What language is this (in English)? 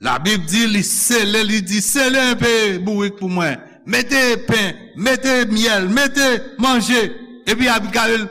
Haitian Creole